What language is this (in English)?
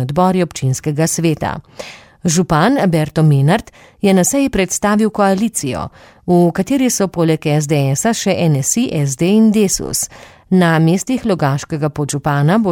Slovenian